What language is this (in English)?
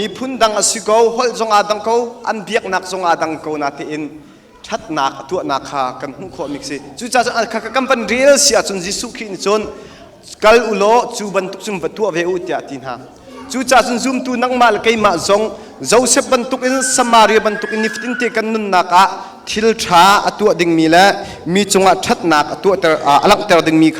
Hakha Chin